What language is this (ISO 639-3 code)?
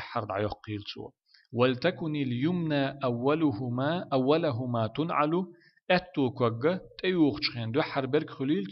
che